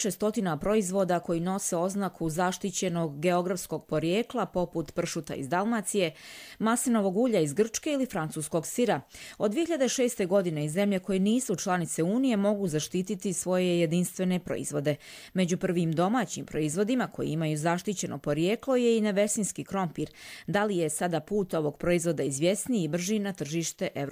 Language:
Serbian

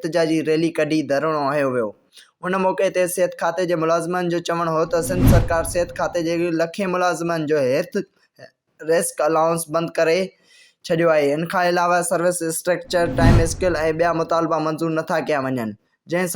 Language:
Sindhi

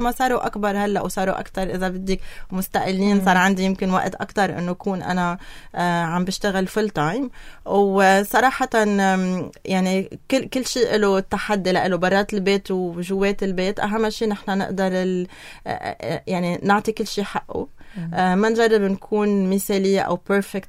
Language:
North Levantine Arabic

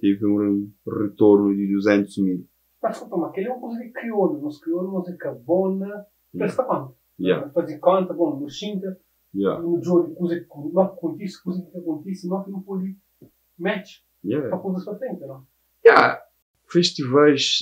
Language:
Kabuverdianu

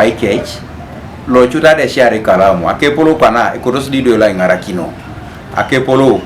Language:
Teso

